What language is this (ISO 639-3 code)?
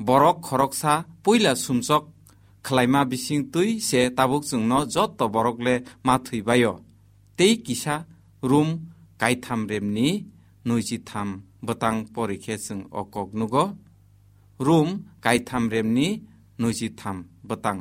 trp